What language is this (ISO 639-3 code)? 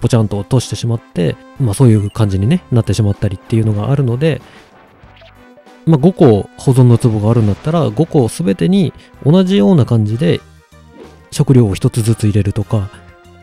jpn